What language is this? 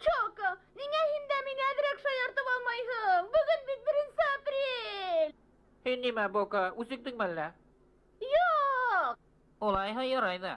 Bashkir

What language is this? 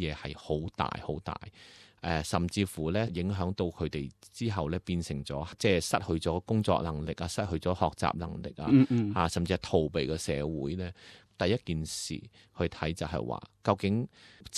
Cantonese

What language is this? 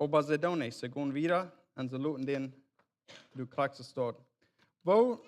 Plautdietsch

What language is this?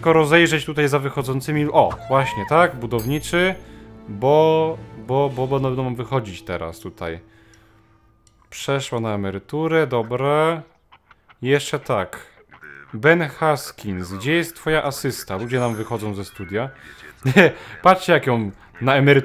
Polish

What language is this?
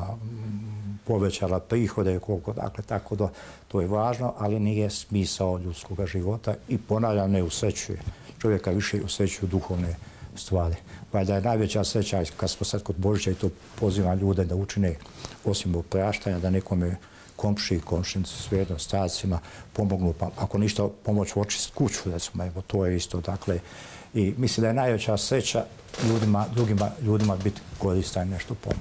Bosnian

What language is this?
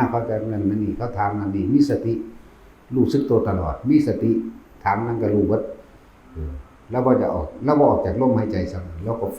Northeastern Thai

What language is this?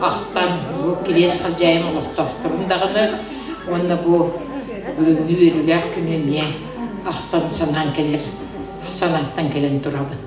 Yakut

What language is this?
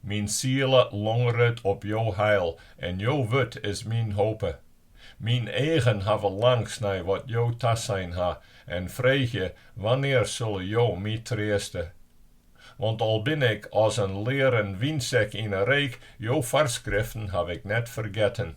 Western Frisian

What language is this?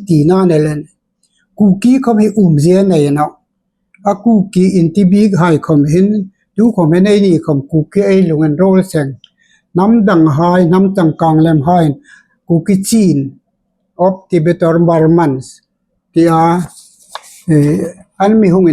Hmar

